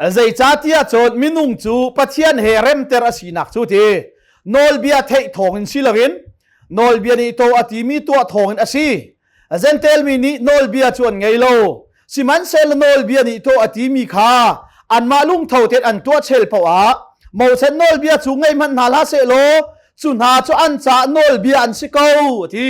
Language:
Hakha Chin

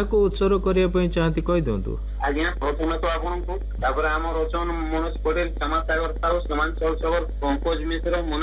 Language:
Odia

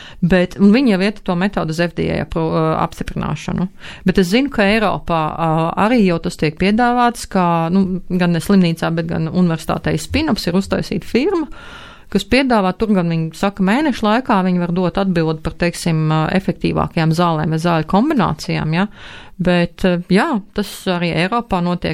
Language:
Latvian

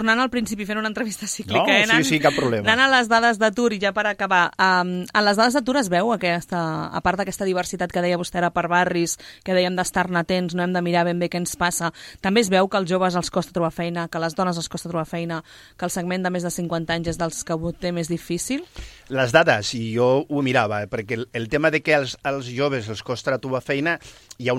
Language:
Catalan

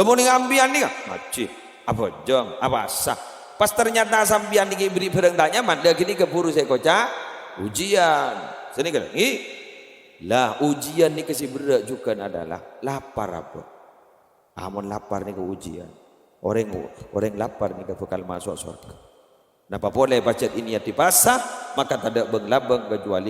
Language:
Madurese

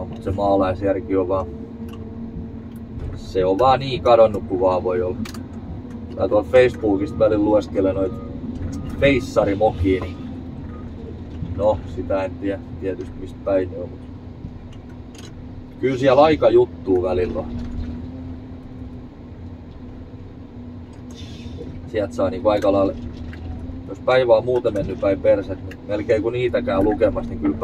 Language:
Finnish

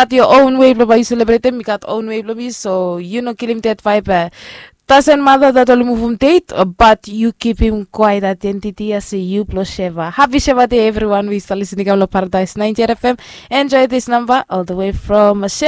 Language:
Bislama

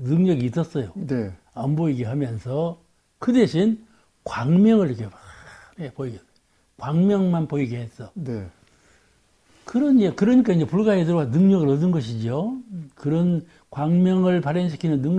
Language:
Korean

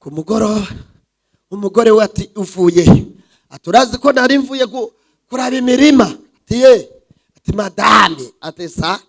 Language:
Rundi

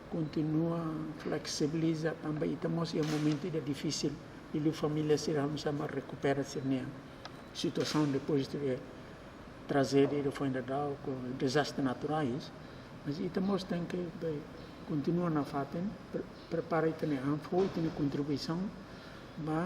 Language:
Tetum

